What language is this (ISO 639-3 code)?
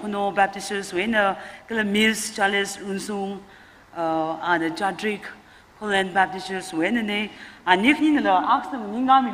nmf